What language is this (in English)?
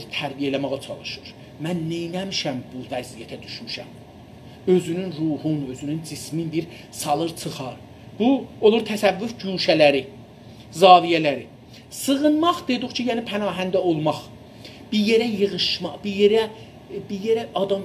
South Azerbaijani